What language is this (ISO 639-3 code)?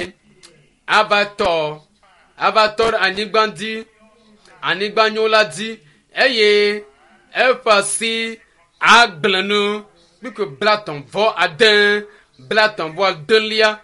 ewe